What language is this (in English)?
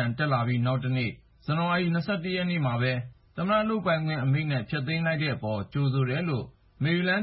Burmese